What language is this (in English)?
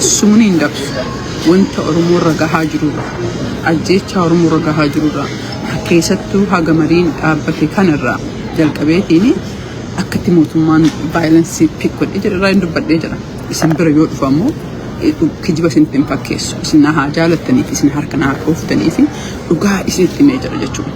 Oromo